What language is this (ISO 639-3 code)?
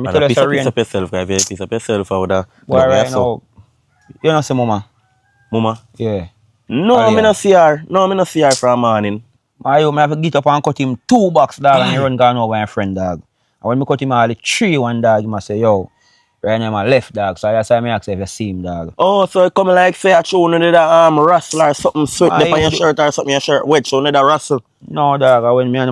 jam